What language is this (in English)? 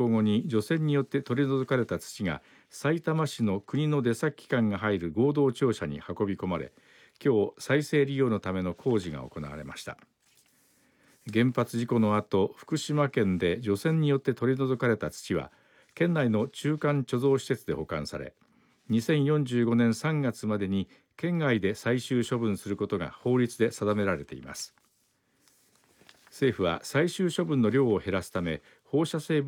Japanese